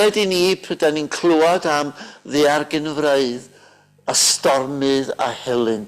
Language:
Welsh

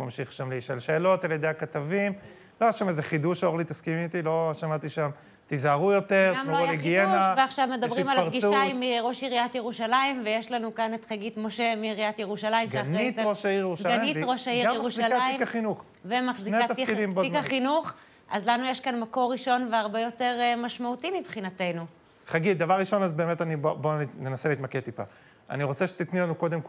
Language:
Hebrew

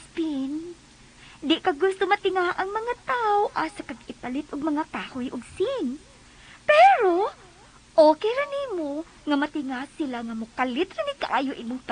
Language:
Cebuano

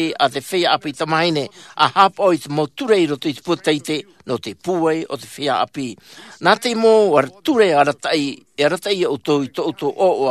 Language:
Tahitian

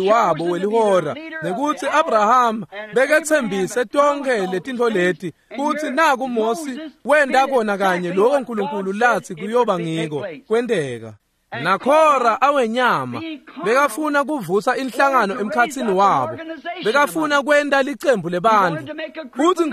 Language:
Swati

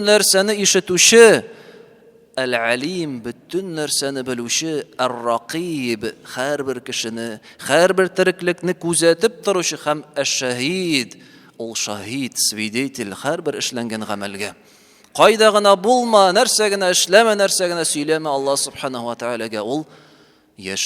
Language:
Tatar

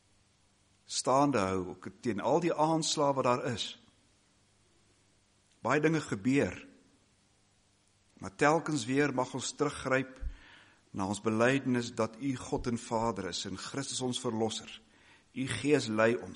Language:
Afrikaans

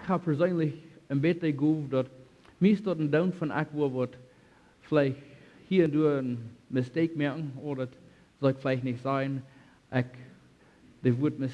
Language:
Plautdietsch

